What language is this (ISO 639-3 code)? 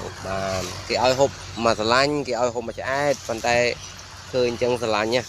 khm